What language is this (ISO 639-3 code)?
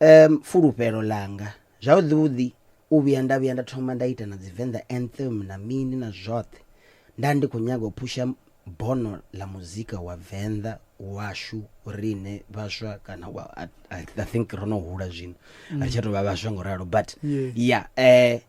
ven